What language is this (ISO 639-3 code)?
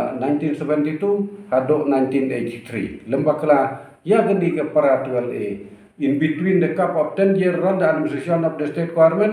kha